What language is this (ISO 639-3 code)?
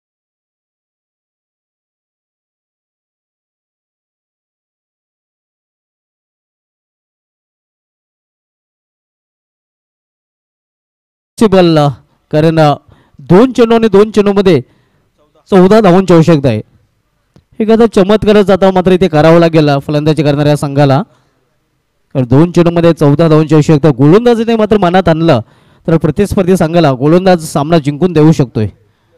mar